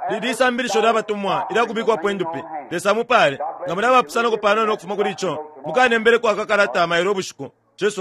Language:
Bemba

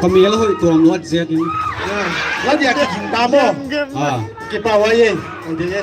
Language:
Paite Chin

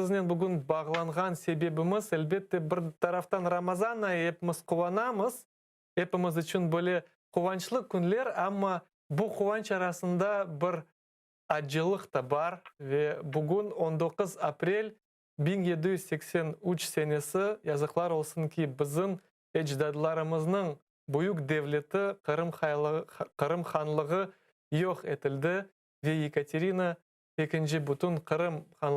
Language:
Crimean Tatar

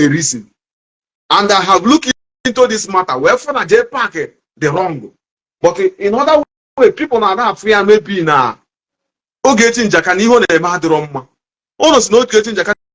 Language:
Igbo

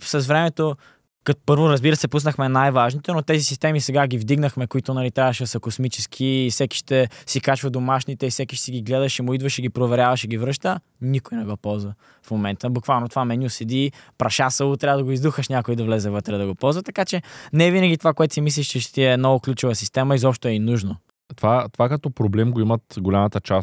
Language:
Bulgarian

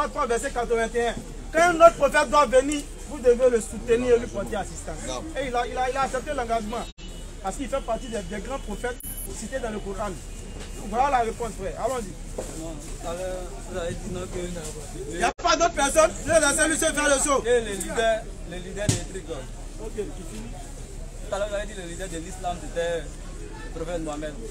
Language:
French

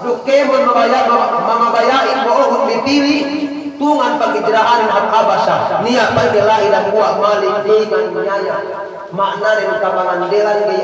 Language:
Yakan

